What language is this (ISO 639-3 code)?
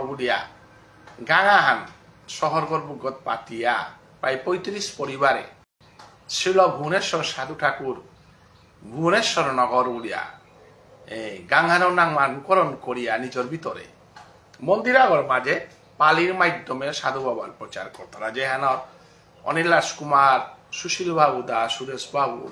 bpy